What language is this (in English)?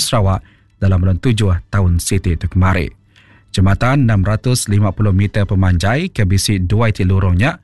Iban